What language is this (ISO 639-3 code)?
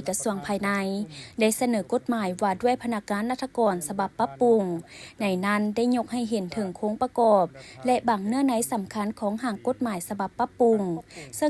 lao